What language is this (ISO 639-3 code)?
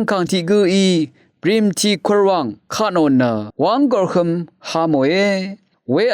raw